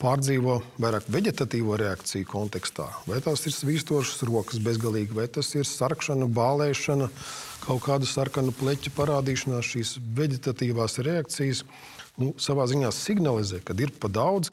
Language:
Latvian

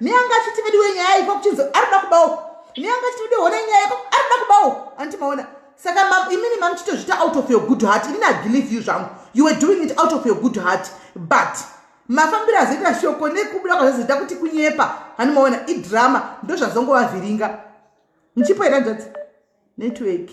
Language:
Shona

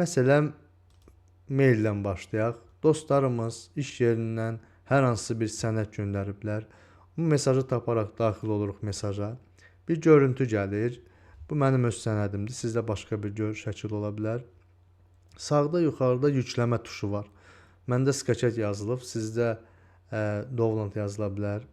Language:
Azerbaijani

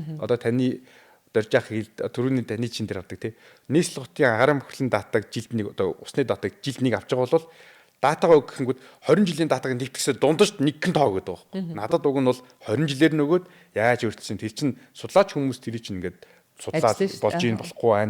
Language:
Mongolian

